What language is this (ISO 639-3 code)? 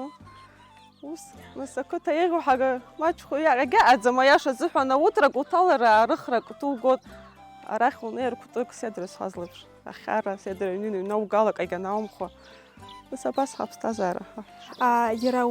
abk